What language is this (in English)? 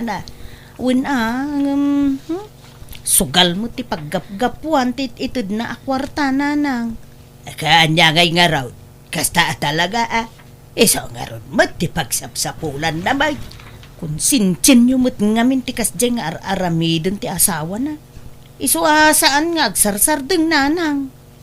Iloko